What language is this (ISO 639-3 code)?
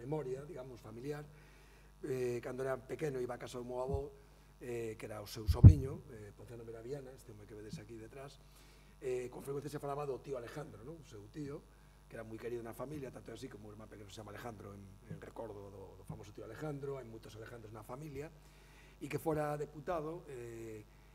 glg